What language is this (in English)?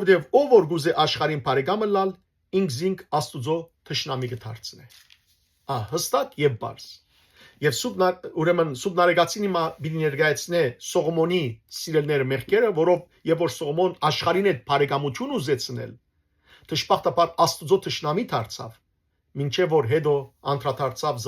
Western Armenian